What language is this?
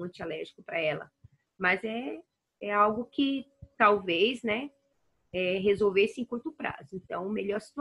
Portuguese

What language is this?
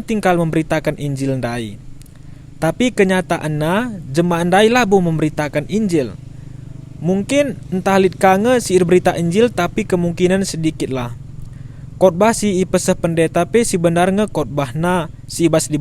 Batak Karo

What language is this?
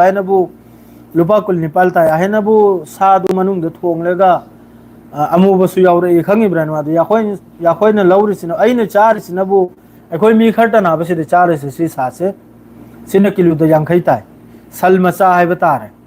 Manipuri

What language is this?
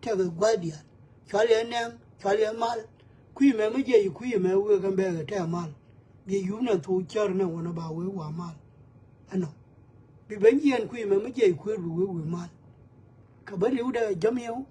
Nuer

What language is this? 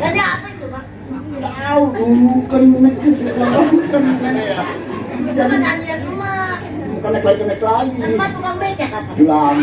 Betawi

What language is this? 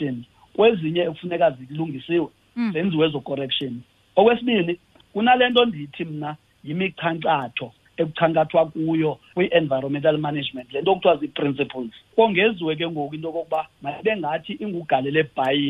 Xhosa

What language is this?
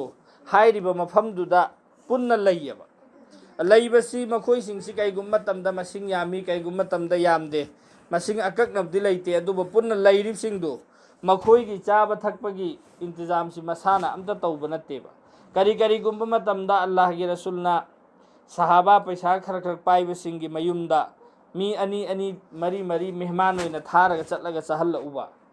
Manipuri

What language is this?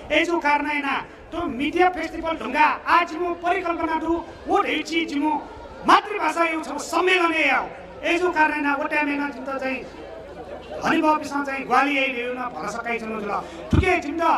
Newari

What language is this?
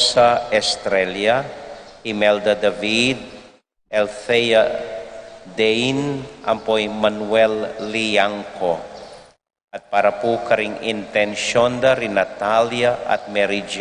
Pampanga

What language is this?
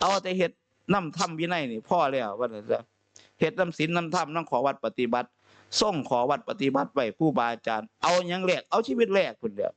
Northeastern Thai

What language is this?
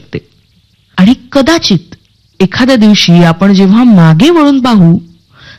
Marathi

